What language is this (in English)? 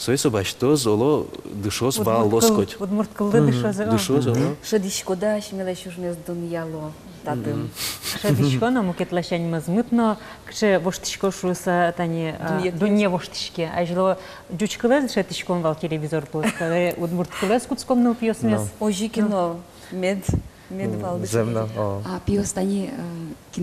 Udmurt